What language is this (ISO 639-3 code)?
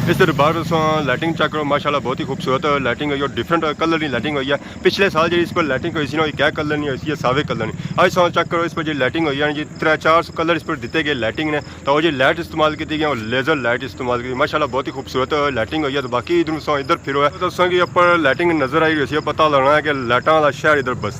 phr